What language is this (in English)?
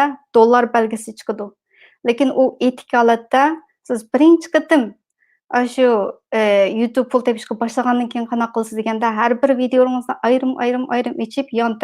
Uyghur